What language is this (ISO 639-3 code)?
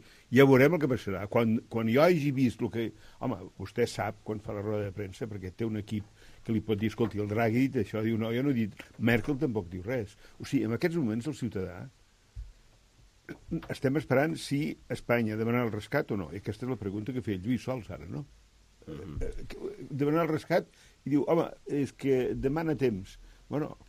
cat